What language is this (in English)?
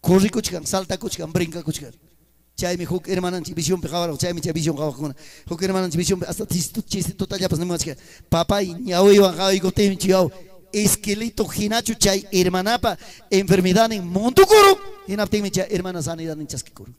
Ayacucho Quechua